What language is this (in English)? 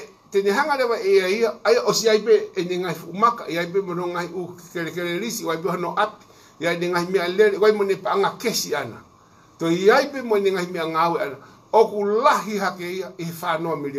Tongan